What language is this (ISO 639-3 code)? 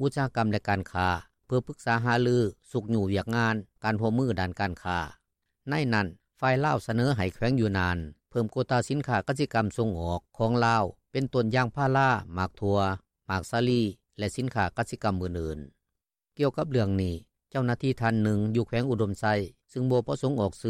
lao